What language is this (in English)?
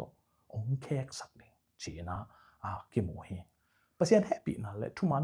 Tedim Chin